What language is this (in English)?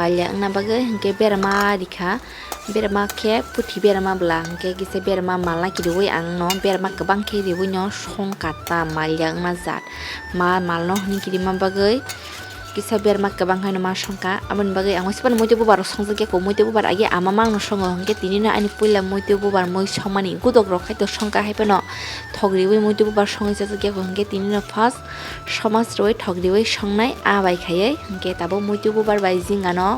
Kok Borok